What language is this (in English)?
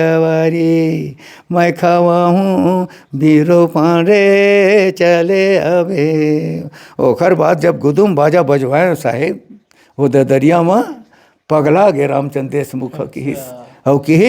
Chhattisgarhi